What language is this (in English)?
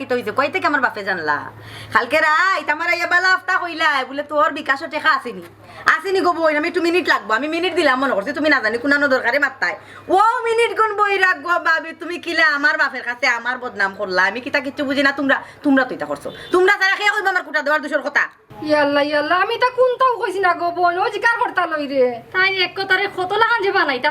Sylheti